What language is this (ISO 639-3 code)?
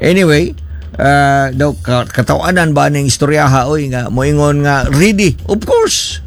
ceb